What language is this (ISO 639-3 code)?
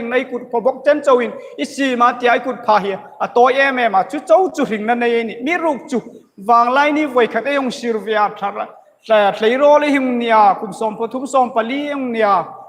hmr